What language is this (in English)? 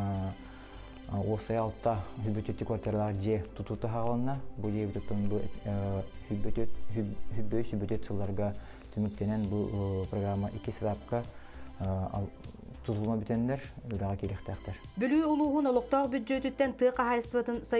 Yakut